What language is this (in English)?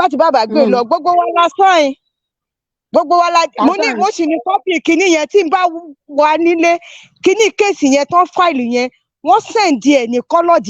Yoruba